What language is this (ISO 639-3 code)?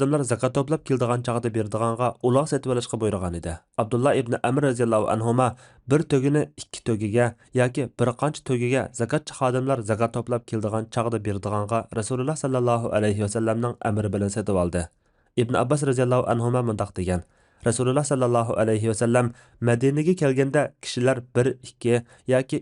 uig